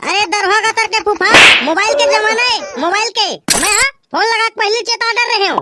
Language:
Chhattisgarhi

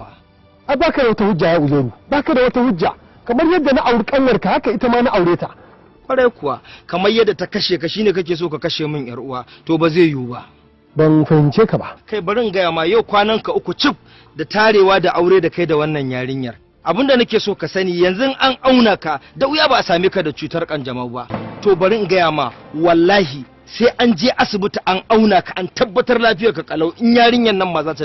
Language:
Hausa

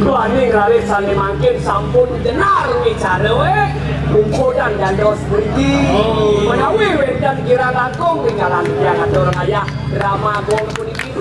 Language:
Balinese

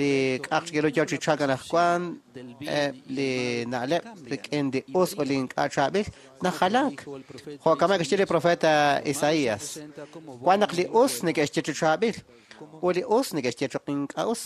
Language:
Kekchí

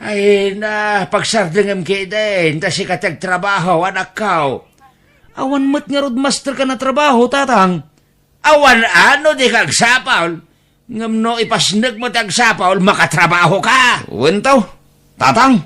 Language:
Iloko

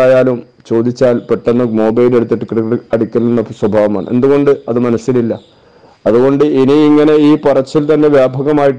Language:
Malayalam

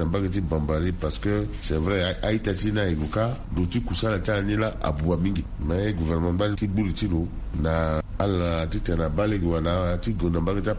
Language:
Sango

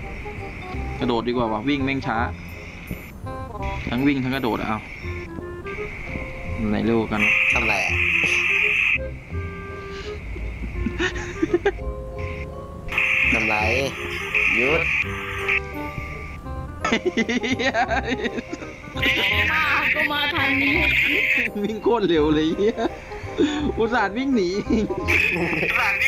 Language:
Thai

